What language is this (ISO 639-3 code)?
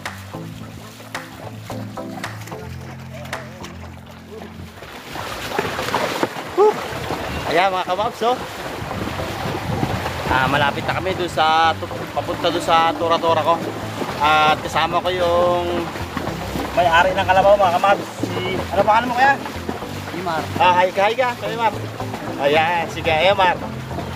fil